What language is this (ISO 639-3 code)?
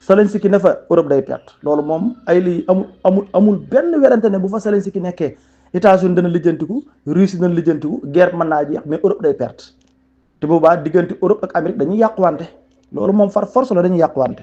wol